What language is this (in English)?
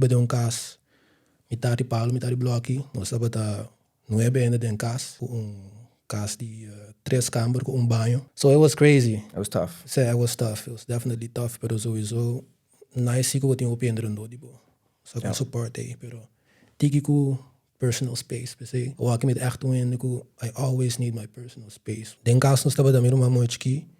Papiamento